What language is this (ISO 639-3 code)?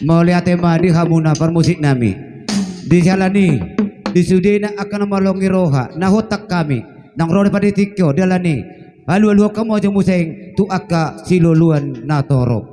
bbc